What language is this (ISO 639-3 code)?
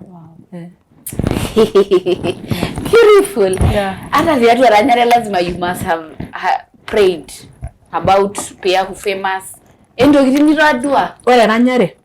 mas